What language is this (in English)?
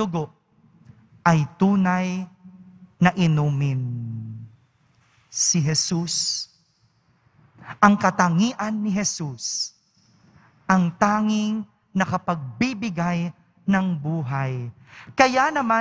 Filipino